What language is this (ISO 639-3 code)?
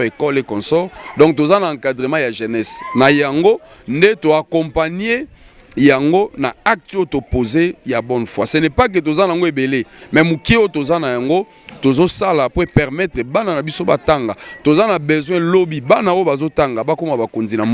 lin